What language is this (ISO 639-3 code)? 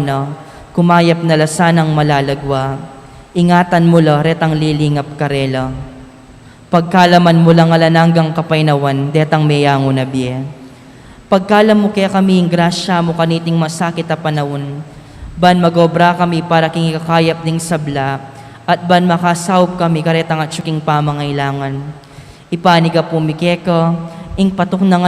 pam